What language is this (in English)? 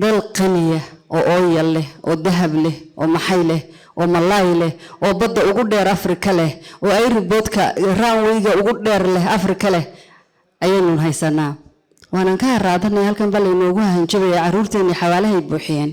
Somali